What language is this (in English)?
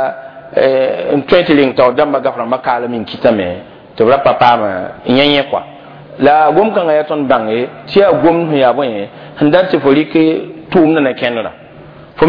Mossi